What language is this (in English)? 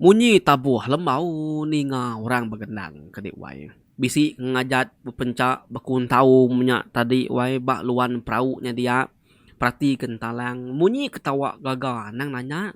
Iban